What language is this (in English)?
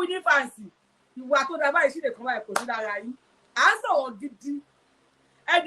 Yoruba